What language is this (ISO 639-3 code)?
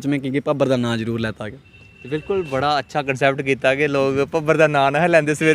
doi